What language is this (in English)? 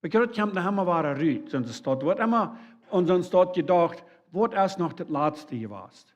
Plautdietsch